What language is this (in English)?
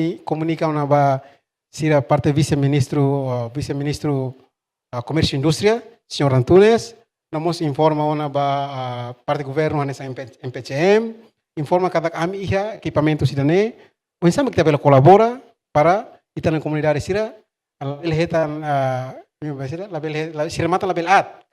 Tetum